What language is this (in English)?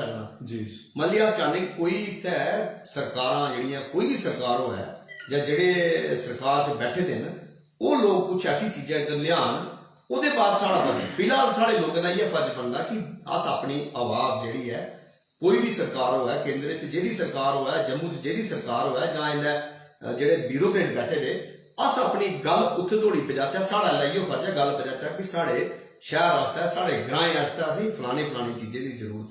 Dogri